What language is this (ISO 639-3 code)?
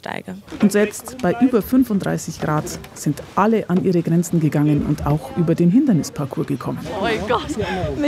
deu